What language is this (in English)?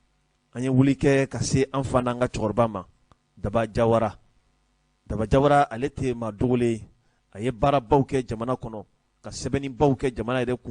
Bambara